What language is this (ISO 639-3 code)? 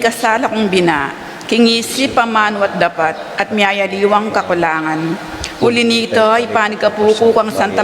pam